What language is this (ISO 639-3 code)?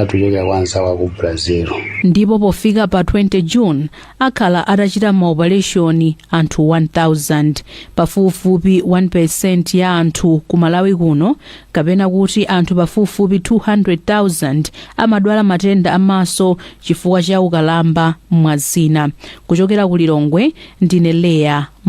nya